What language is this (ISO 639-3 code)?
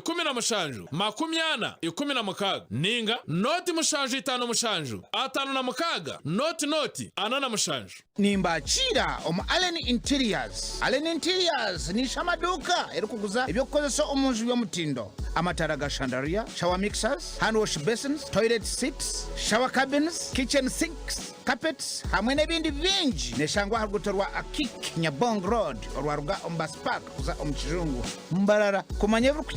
nyn